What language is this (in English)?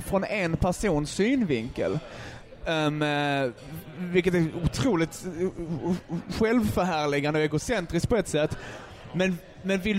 Swedish